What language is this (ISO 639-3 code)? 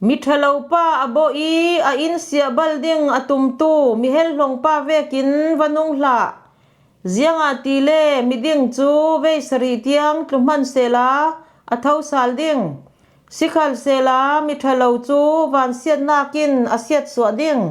cfm